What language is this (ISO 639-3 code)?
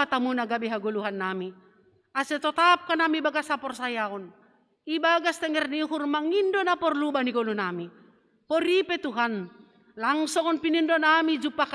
bts